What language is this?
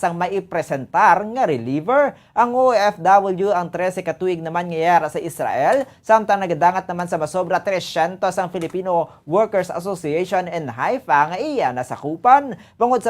Hiligaynon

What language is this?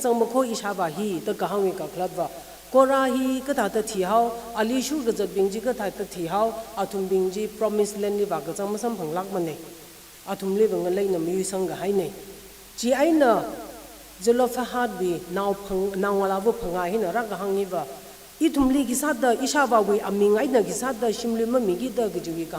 Tangkhul Naga (India)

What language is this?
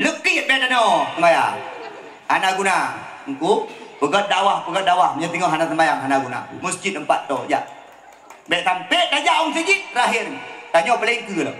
Achinese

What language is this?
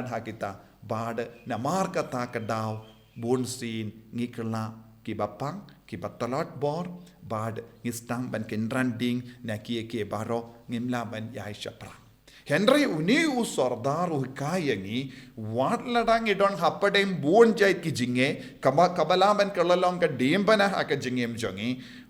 Khasi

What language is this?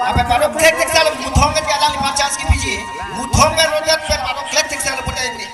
Karbi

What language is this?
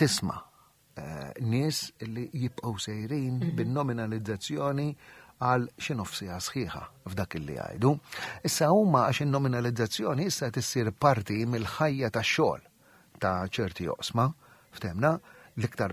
Maltese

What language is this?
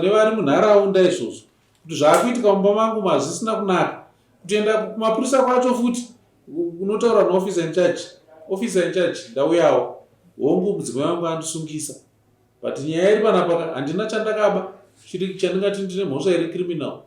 Shona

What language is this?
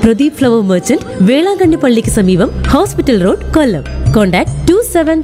Malayalam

